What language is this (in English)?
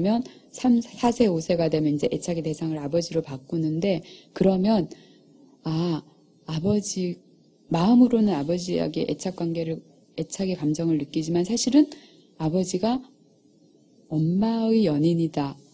Korean